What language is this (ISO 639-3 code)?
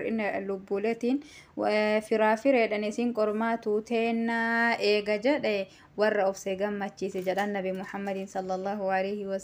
orm